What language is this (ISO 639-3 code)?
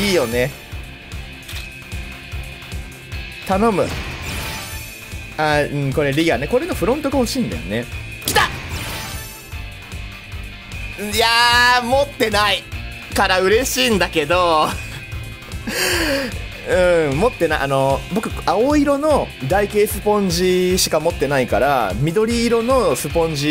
jpn